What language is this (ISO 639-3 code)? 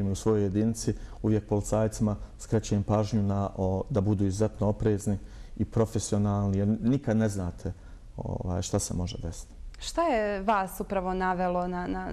bos